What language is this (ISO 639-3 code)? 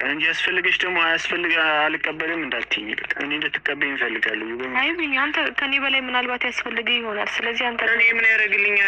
amh